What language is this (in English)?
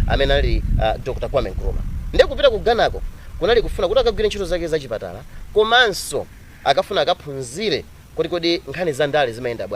Nyanja